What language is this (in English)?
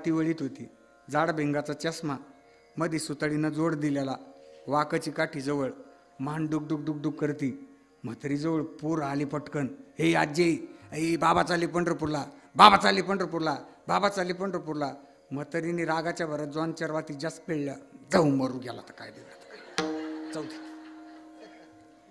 Marathi